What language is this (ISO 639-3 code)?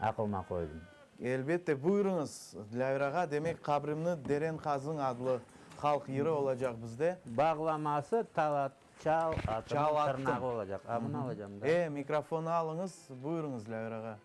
crh